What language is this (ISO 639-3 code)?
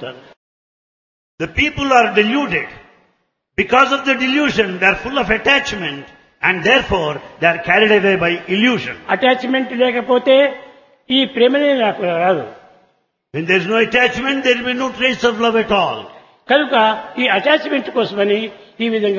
tel